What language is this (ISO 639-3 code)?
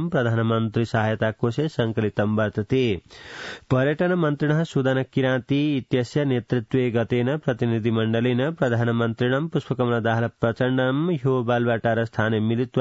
san